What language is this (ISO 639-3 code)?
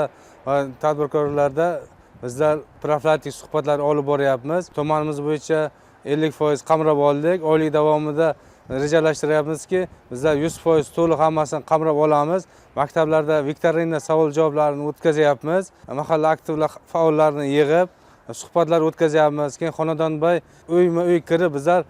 uzb